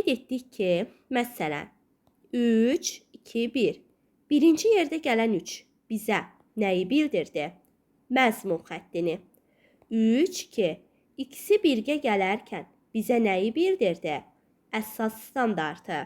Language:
Azerbaijani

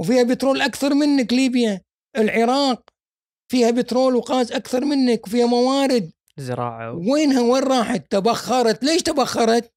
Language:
Gulf Arabic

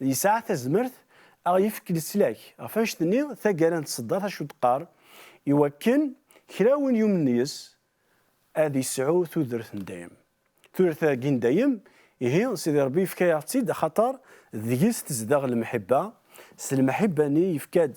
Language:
Kabyle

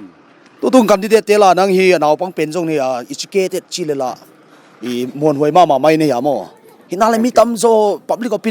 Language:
Paite Chin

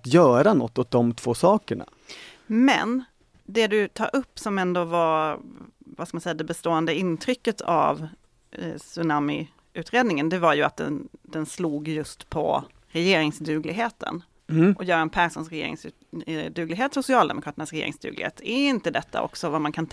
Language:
Swedish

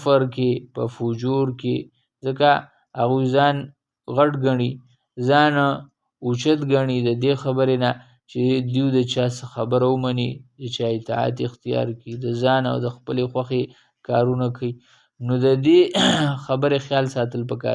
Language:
Pashto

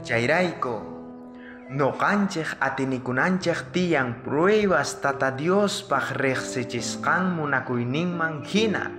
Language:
South Bolivian Quechua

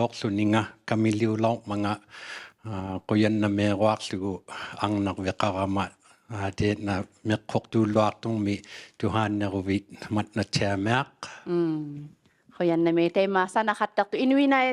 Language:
Inuktitut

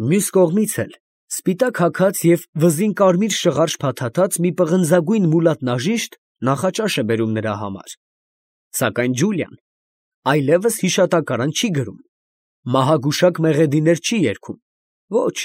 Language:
Armenian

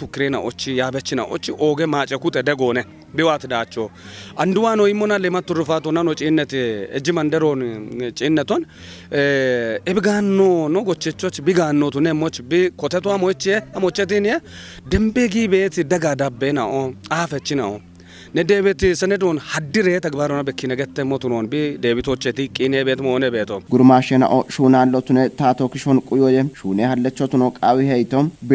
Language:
Kafa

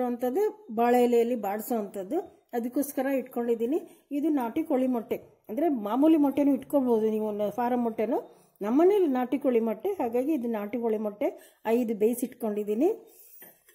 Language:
Kannada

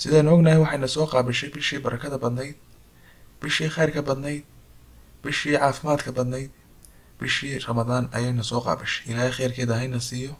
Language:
Somali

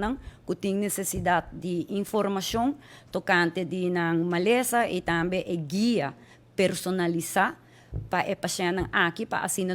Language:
Papiamento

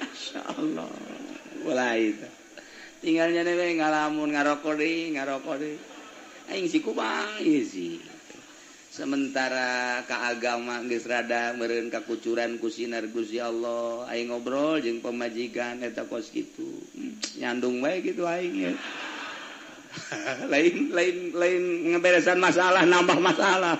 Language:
Sundanese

